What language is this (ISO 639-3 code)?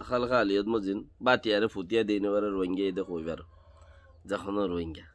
rhg